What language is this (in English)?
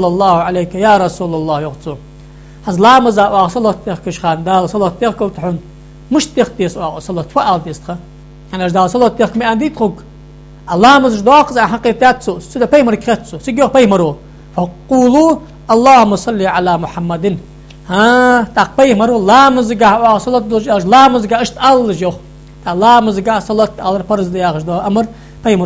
Ingush